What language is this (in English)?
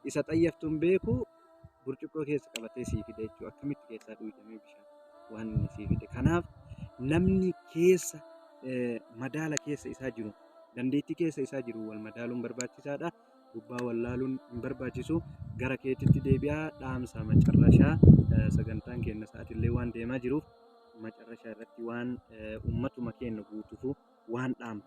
Oromo